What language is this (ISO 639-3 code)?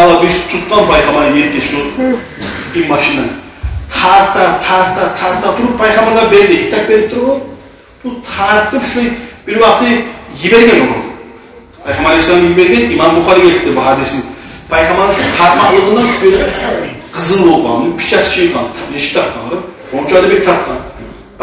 kum